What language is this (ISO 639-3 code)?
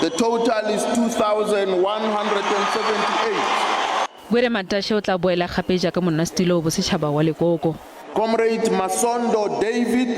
tsn